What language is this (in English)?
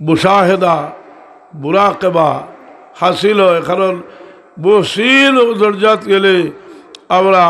Sylheti